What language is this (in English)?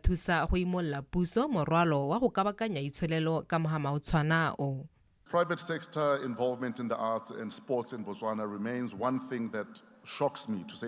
Tswana